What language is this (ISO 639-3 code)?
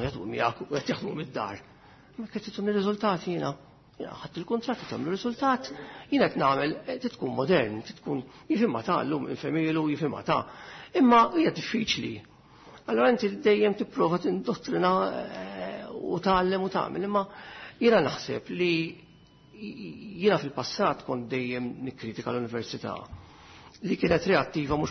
mlt